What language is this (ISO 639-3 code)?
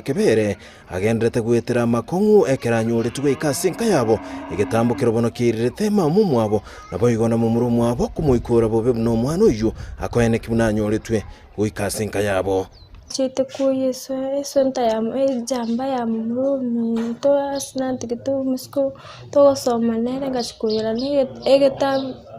guz